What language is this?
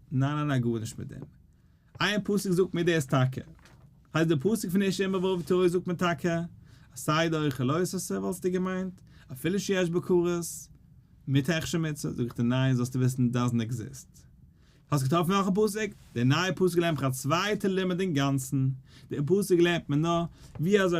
Yiddish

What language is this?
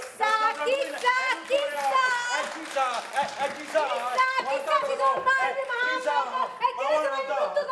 Neapolitan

